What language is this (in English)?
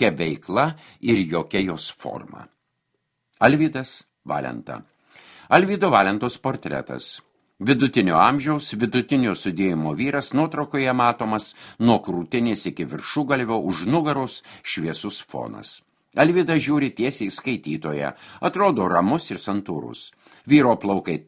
Lithuanian